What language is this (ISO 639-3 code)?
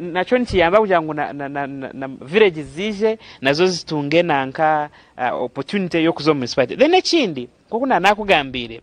nyn